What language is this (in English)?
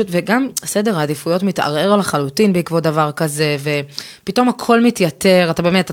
Hebrew